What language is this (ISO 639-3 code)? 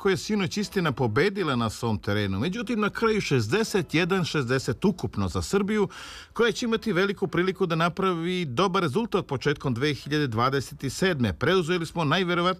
srp